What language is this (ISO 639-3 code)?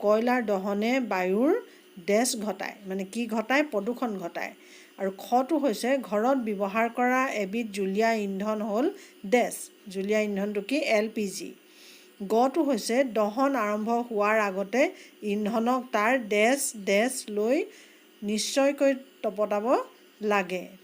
asm